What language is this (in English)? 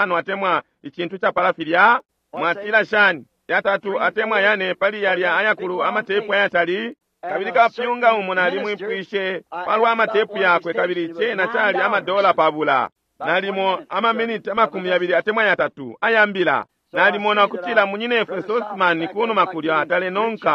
Bemba